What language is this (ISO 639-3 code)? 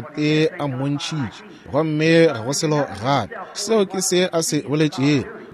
nso